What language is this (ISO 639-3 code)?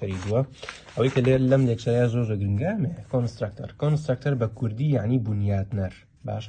ckb